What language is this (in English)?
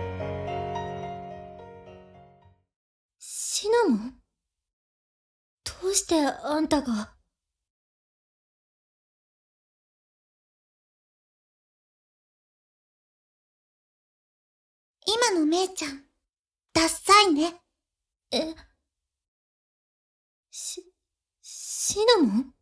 Japanese